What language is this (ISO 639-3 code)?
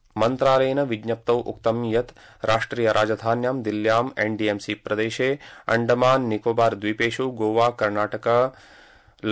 san